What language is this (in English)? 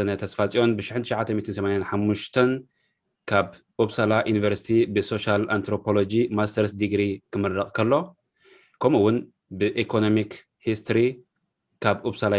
Tigrinya